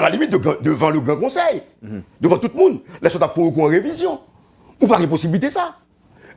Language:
Haitian Creole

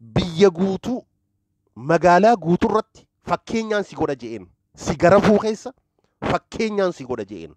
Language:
Oromo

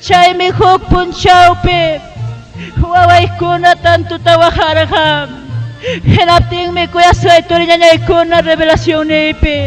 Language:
Ayacucho Quechua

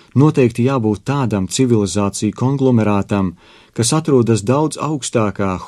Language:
Latvian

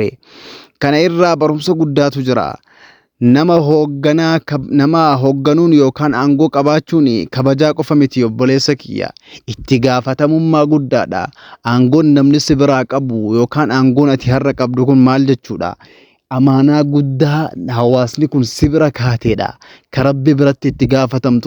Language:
Oromo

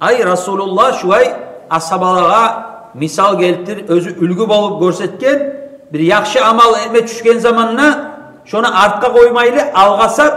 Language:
Kumyk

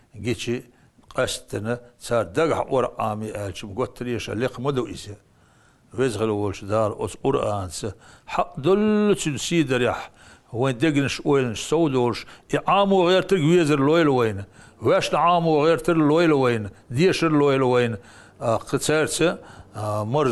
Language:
Chechen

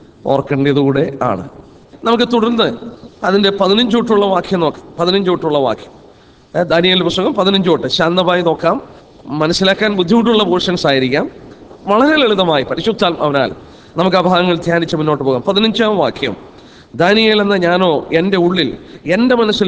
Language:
Malayalam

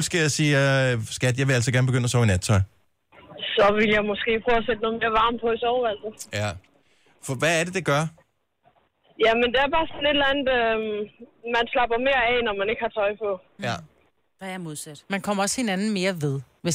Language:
Danish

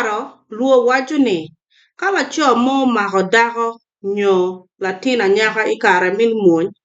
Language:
Acoli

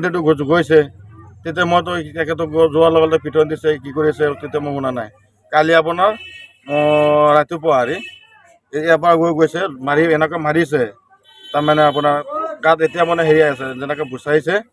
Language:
Assamese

